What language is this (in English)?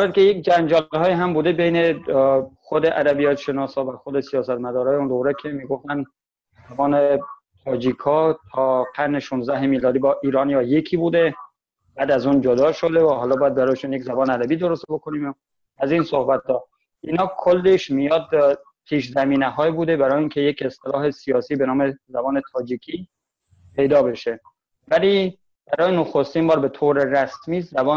Persian